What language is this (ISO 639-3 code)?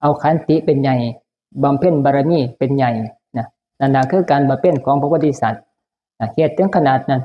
tts